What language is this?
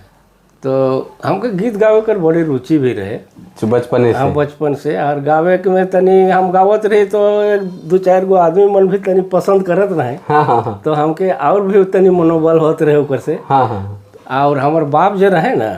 Sadri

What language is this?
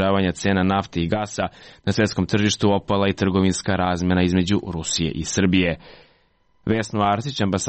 Serbian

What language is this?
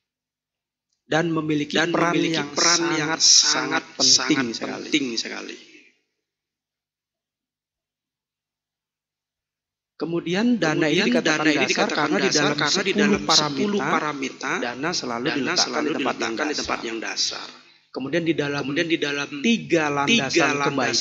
Indonesian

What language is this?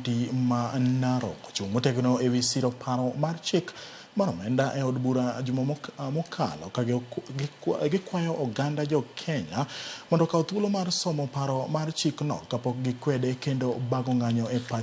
Luo (Kenya and Tanzania)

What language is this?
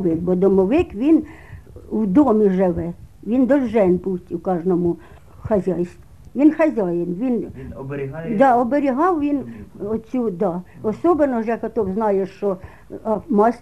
Ukrainian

